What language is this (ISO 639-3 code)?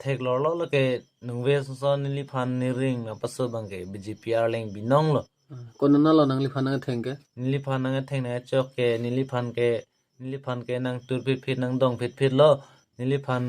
mjw